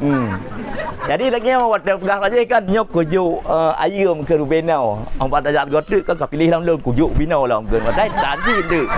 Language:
Achinese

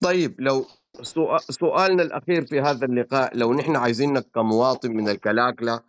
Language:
Sudanese Arabic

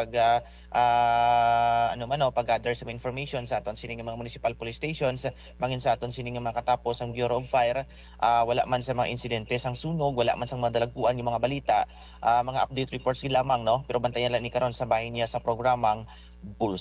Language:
Hiligaynon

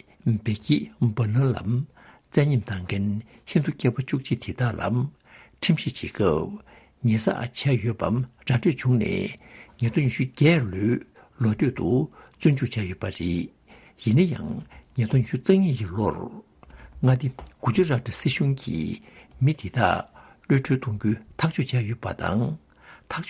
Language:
Tibetan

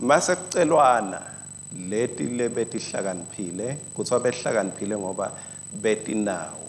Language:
Swati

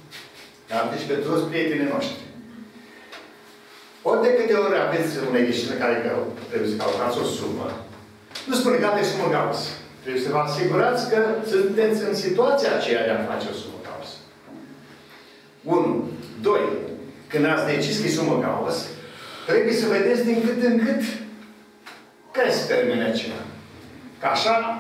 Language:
Romanian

